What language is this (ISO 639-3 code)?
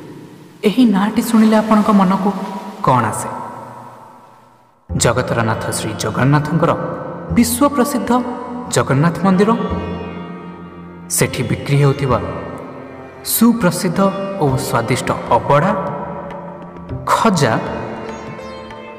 ori